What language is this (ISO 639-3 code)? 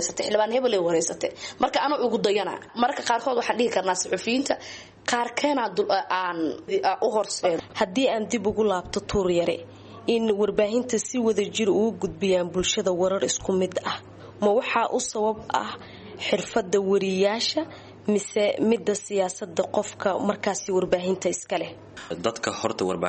som